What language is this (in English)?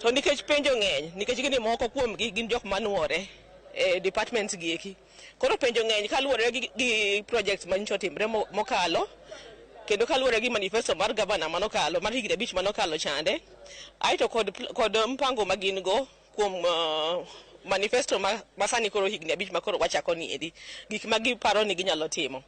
Luo (Kenya and Tanzania)